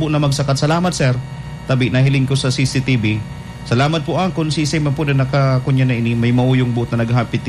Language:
Bikol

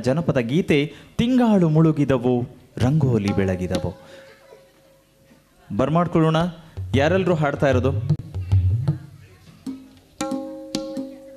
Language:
Kannada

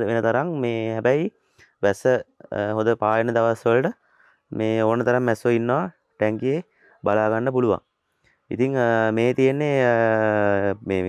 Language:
Sinhala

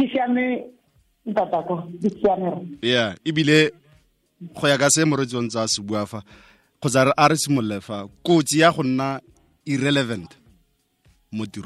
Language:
Tswana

